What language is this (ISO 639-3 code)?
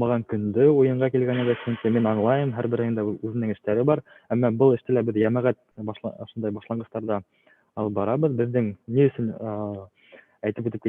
bak